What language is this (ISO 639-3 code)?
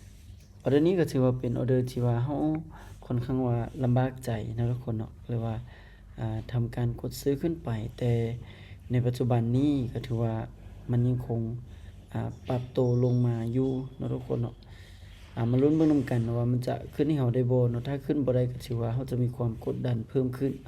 lao